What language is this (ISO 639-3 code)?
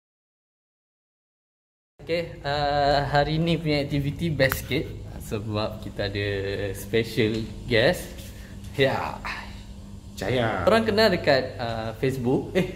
msa